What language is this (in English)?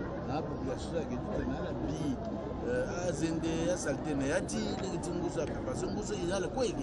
Sango